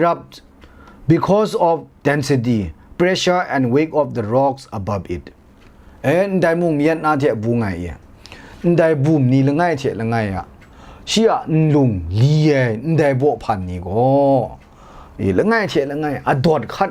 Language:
Kachin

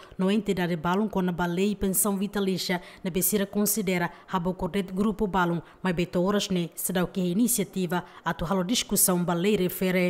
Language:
Tetum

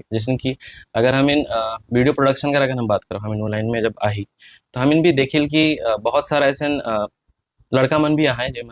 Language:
Sadri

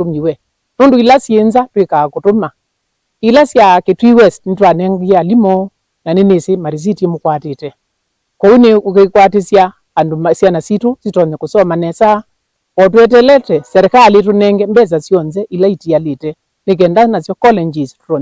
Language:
Kamba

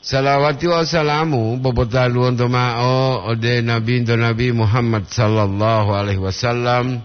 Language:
Gorontalo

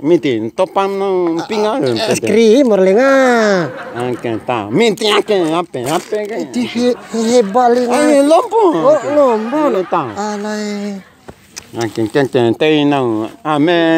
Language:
Bima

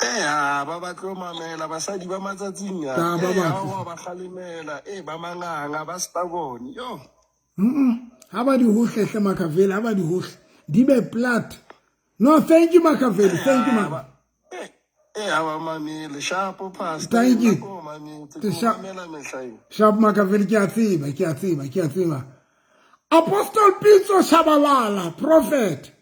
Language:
Southern Sotho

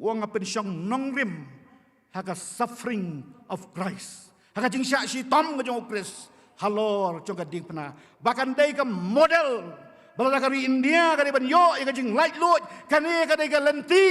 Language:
Khasi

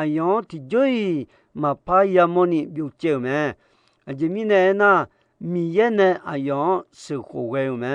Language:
Akha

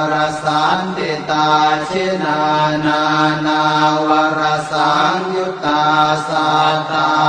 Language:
Pali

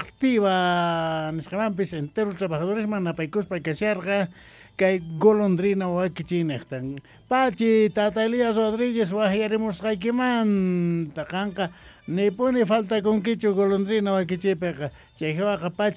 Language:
South Bolivian Quechua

